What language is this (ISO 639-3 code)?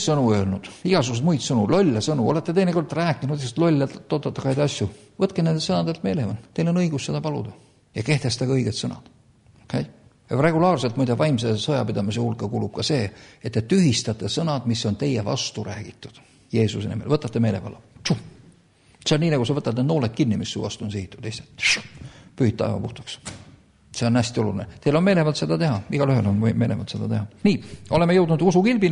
est